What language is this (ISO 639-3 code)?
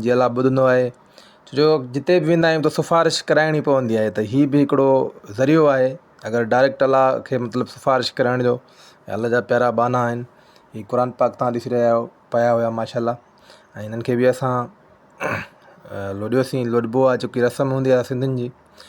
snd